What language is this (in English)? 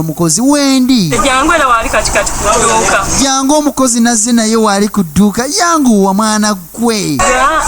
Ganda